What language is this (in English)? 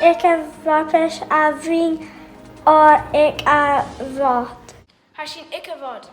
Scottish Gaelic